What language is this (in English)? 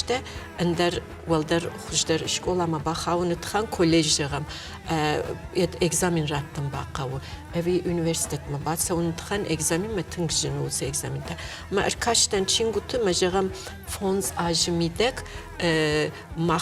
Ossetic